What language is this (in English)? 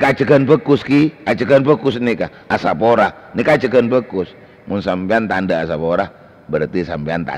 Madurese